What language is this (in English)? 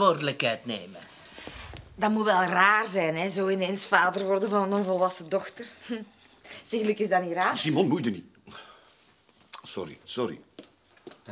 Dutch